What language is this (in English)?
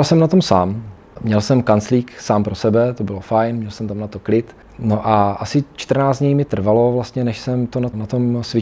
Czech